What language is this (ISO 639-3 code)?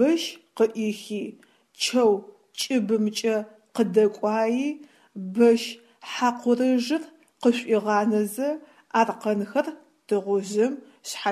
ady